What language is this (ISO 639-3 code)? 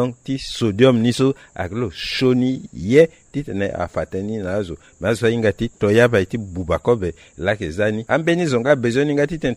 sag